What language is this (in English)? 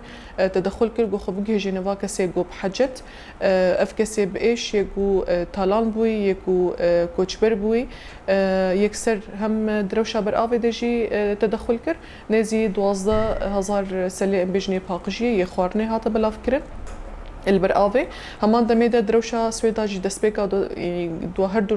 Kurdish